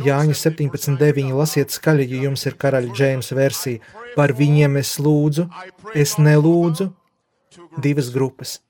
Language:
Latvian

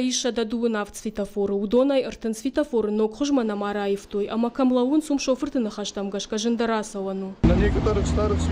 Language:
Ossetic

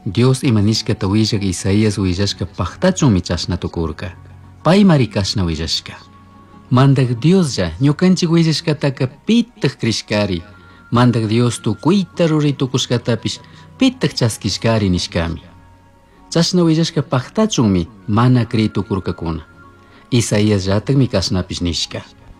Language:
Chimborazo Highland Quichua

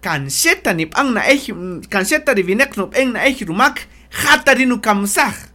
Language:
Kaqchikel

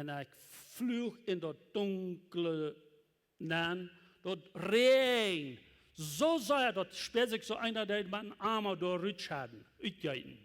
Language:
Plautdietsch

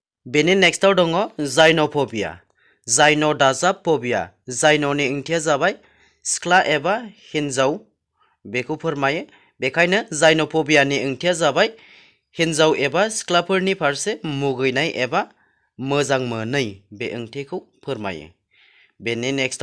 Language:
Bodo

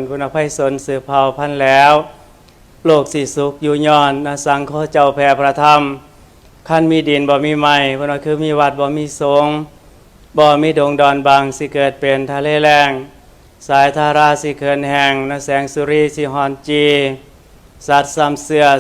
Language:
Northeastern Thai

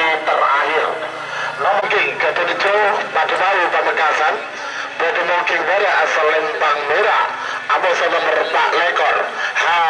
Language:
Madurese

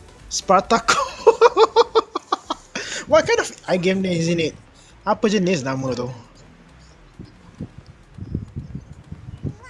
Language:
Malay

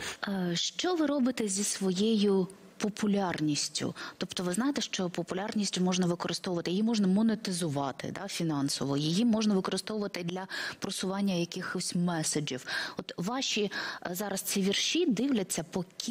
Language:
Ukrainian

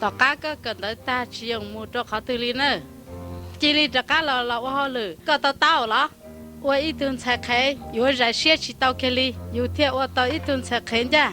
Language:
Hmong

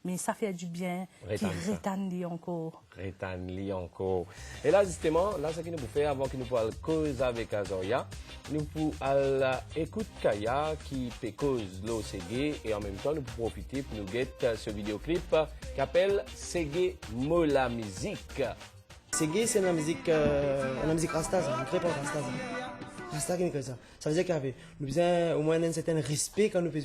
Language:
Morisyen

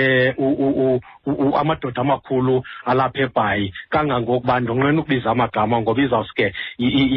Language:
Xhosa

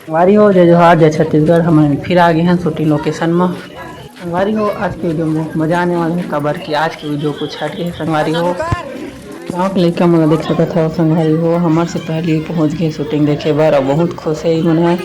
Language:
Chhattisgarhi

